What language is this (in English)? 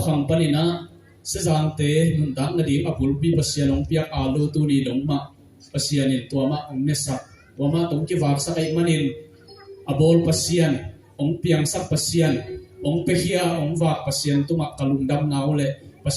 Tedim Chin